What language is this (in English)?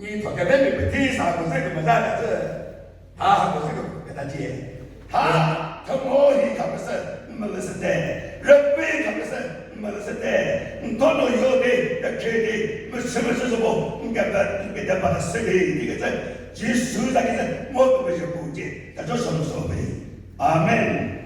Chokri Naga